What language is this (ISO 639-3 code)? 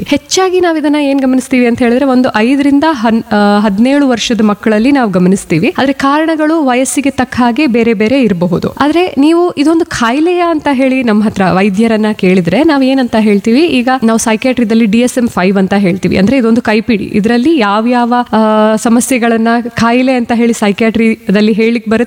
kan